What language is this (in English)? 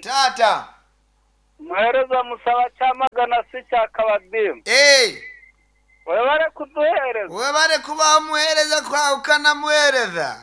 Nyankole